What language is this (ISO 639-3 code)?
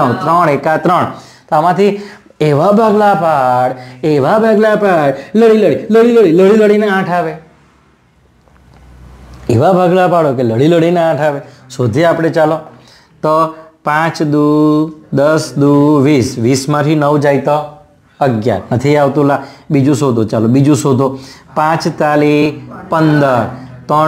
guj